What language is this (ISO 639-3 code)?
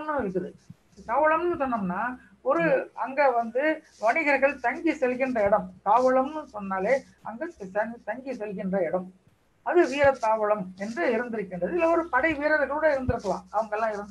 tam